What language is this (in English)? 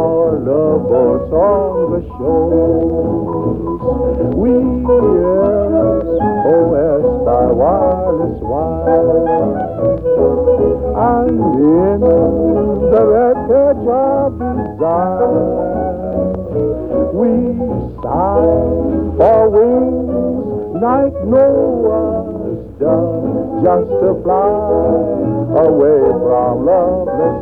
English